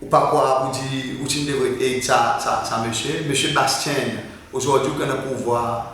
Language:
Seselwa Creole French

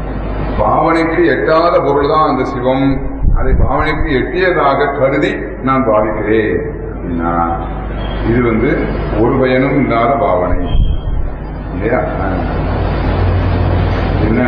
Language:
Tamil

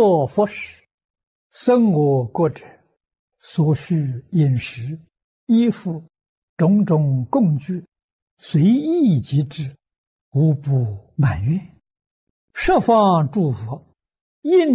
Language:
Chinese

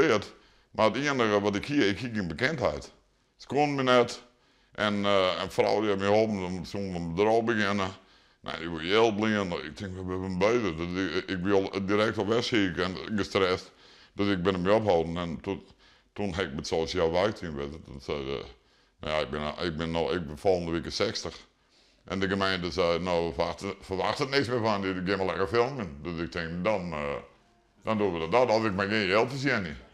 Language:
Western Frisian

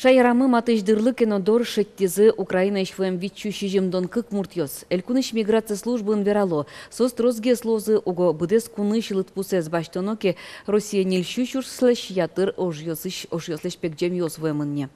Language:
Udmurt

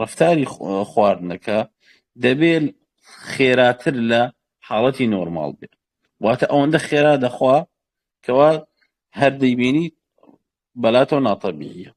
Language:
Central Kurdish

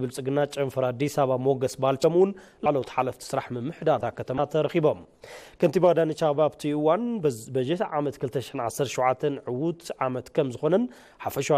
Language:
Tigrinya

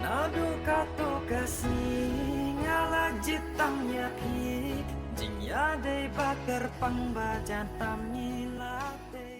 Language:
Khasi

